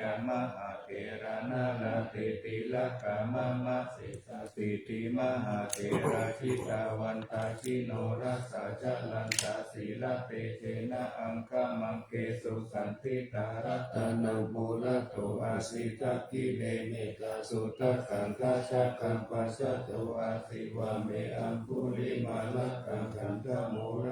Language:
Pali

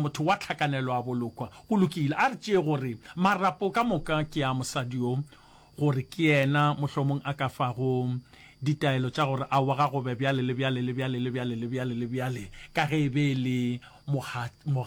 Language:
Northern Sotho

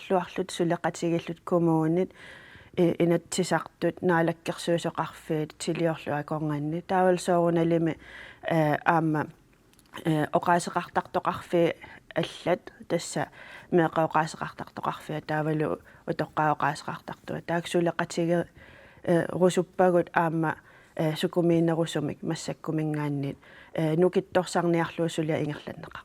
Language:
Kalaallisut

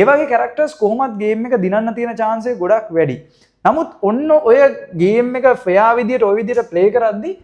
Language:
Sinhala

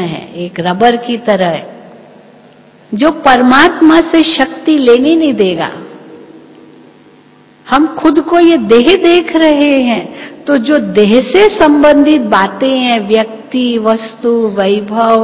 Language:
Hindi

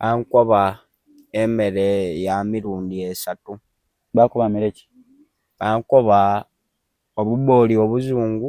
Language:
Soga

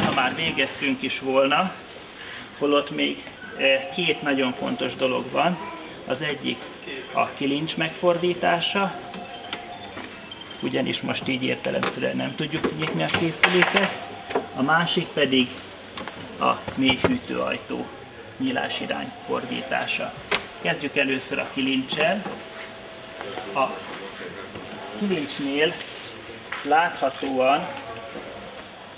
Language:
Hungarian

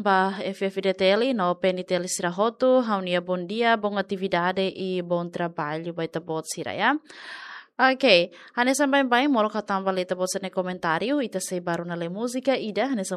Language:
Tetum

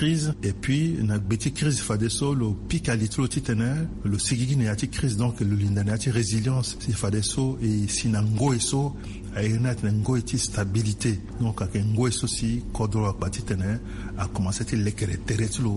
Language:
Sango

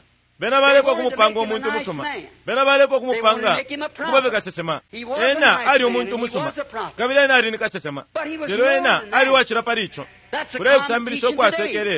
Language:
Bemba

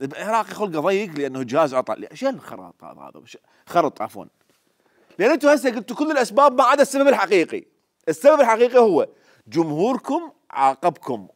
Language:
Mesopotamian Arabic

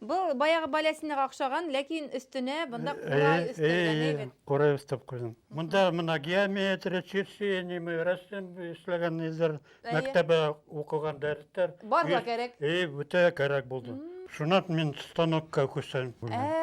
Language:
Bashkir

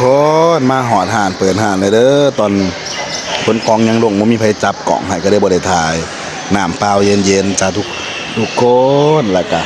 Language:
Northeastern Thai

